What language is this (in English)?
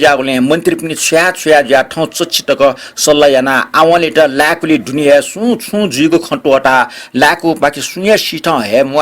Newari